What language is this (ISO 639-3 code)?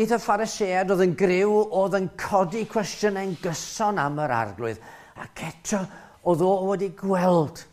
cym